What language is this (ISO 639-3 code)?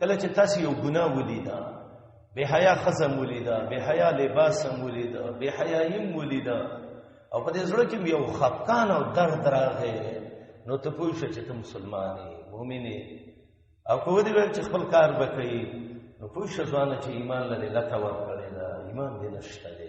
pus